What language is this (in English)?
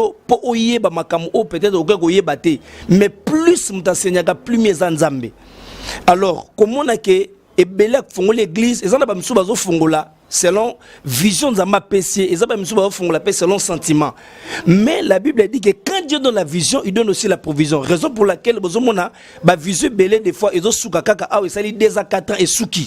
Lingala